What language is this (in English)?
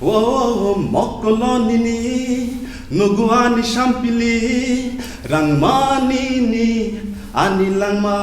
Kok Borok